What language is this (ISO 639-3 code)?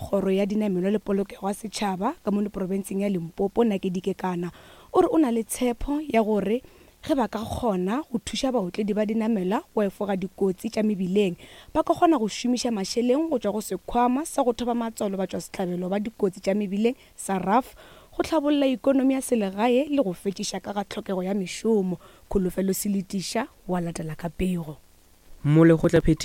nso